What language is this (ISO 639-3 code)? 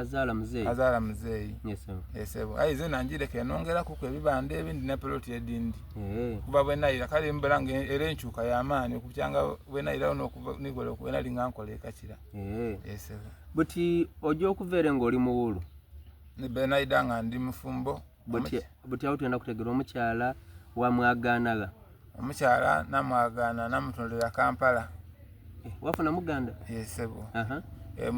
xog